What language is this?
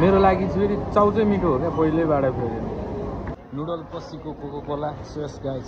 Nepali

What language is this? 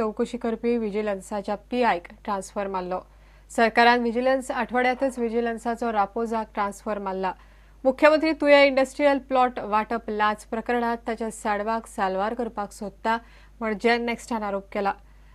Konkani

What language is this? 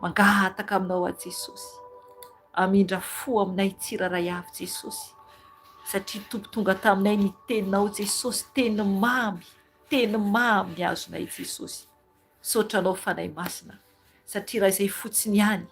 Malagasy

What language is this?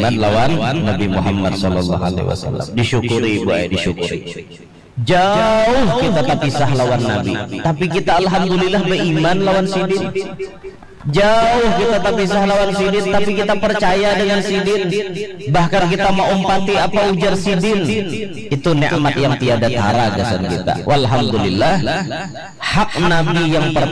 Banjar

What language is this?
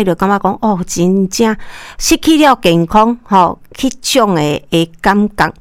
Min Nan Chinese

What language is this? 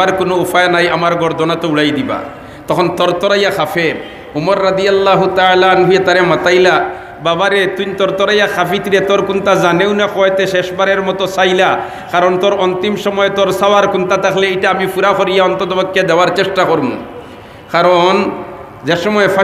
Sylheti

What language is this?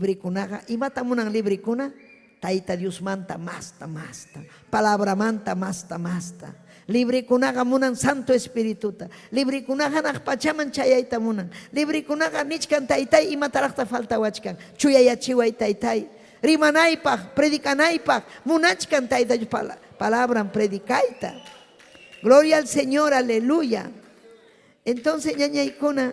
Ayacucho Quechua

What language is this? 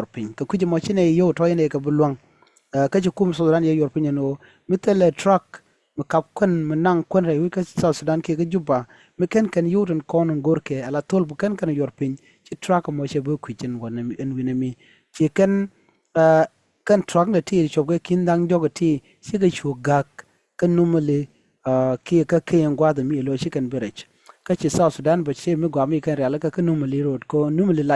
Nuer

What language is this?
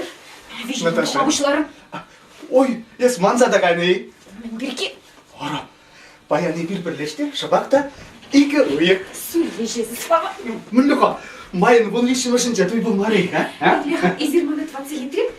Chuvash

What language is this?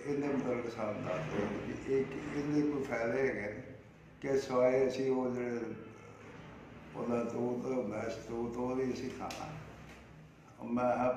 Punjabi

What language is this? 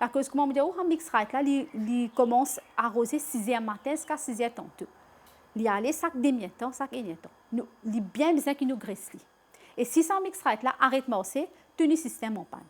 Morisyen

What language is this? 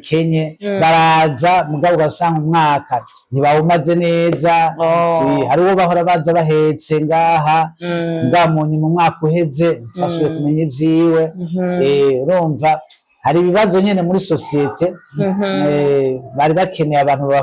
Rundi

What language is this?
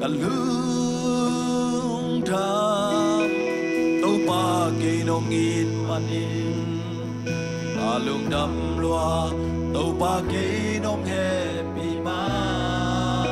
Tedim Chin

